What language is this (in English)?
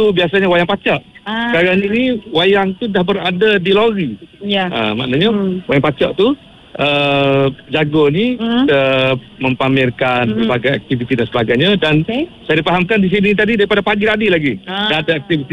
Malay